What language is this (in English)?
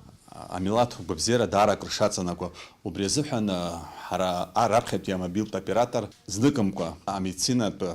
Abkhazian